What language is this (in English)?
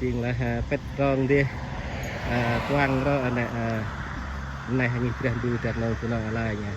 Central Mnong